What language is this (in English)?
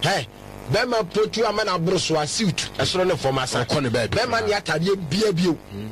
Akan